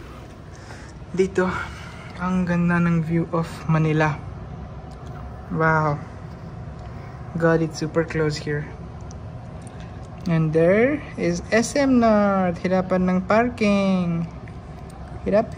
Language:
Filipino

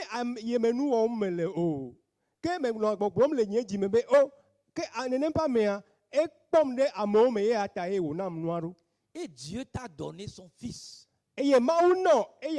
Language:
Ewe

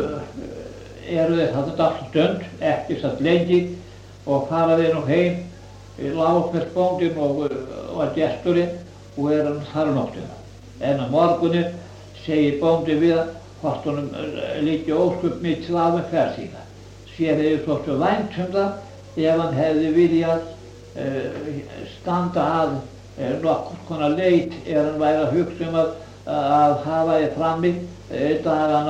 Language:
Icelandic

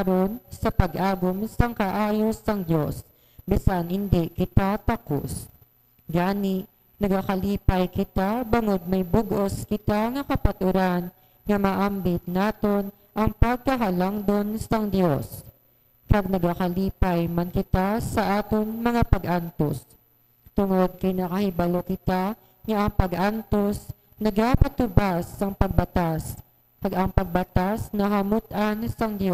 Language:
Hiligaynon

